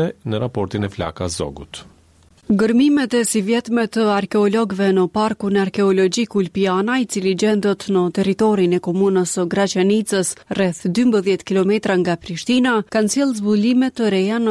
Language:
Albanian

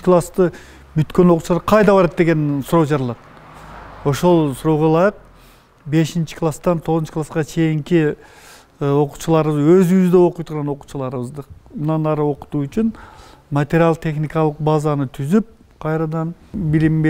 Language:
Kyrgyz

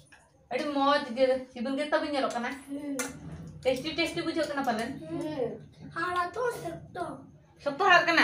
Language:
Santali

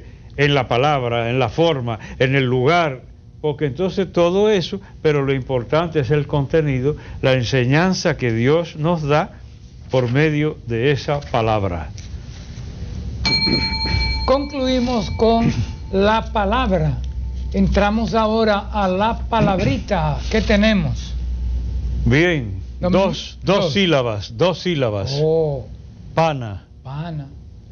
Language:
Spanish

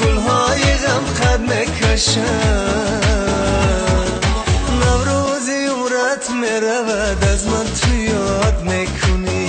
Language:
Tajik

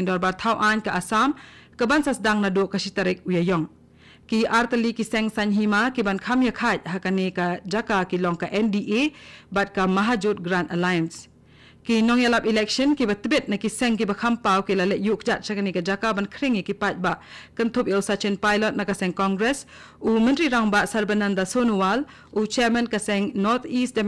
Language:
Khasi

